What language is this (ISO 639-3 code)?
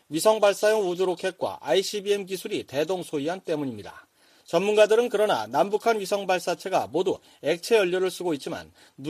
kor